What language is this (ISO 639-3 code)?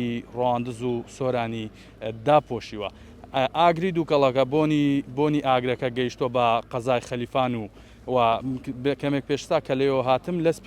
ckb